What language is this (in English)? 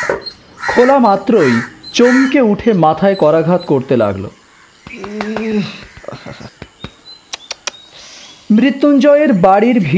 Bangla